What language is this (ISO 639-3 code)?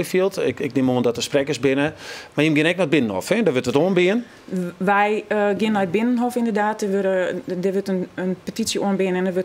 fry